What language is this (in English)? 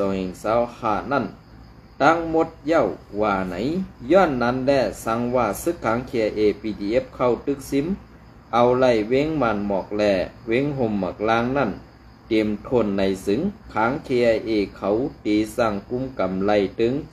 Shan